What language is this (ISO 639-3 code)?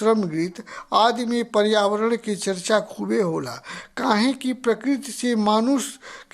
bho